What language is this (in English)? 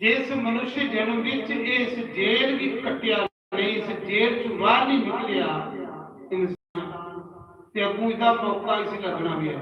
Dogri